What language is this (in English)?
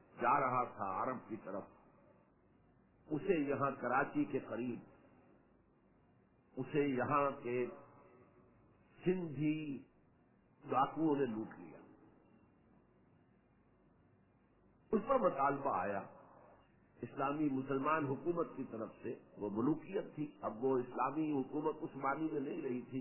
Urdu